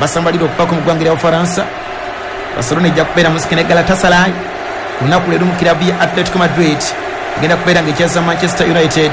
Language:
Ganda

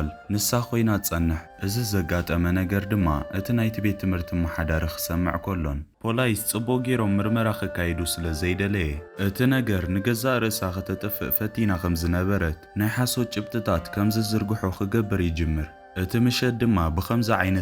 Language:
Tigrinya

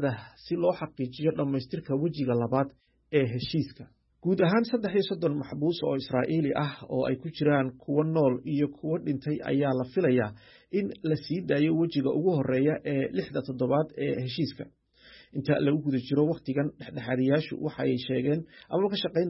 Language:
Somali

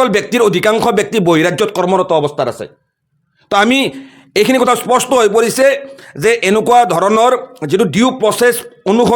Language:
Assamese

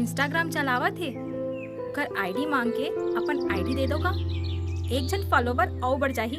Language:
Chhattisgarhi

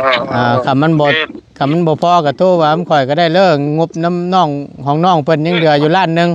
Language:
Northeastern Thai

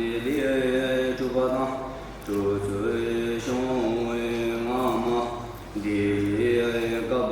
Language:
Tibetan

